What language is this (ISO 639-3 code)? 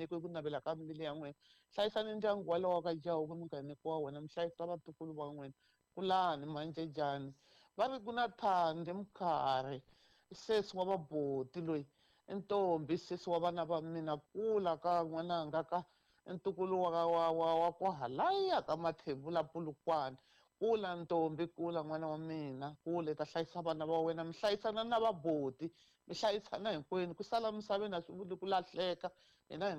tso